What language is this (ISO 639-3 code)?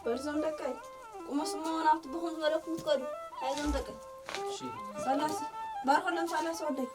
tir